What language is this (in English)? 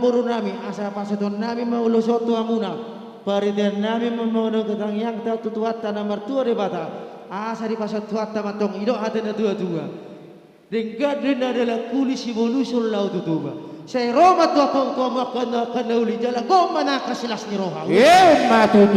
Batak Karo